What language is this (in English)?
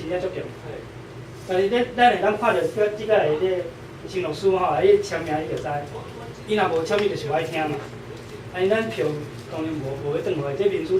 Min Nan Chinese